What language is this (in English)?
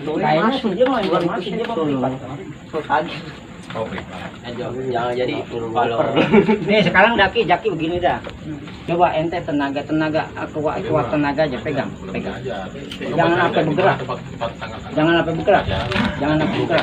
Betawi